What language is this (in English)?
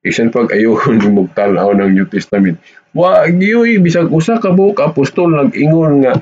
Cebuano